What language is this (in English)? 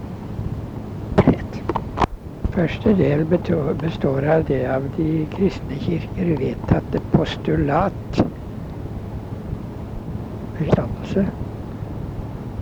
Norwegian